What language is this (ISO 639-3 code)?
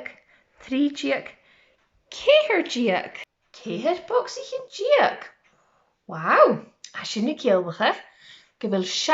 gla